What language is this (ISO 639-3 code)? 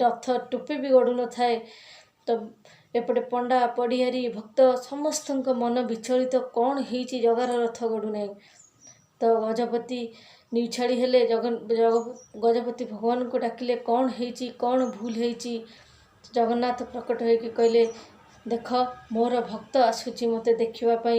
ori